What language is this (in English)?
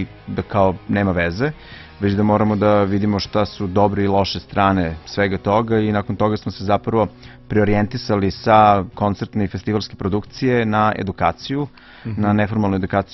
Serbian